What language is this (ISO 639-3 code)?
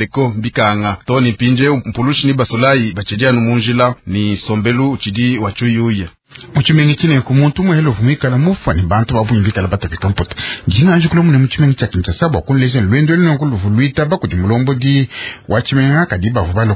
lua